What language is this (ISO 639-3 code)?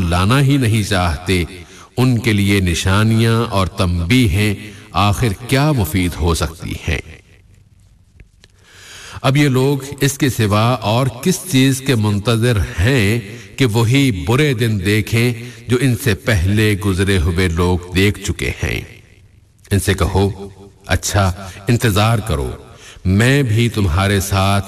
urd